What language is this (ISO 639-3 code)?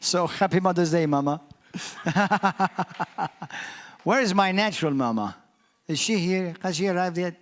eng